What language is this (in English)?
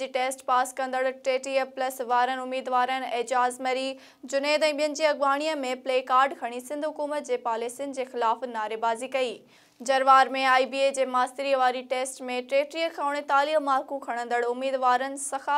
Sindhi